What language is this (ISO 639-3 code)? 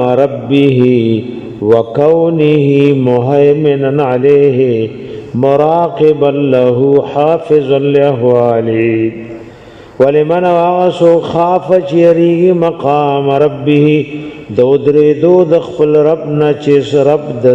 pus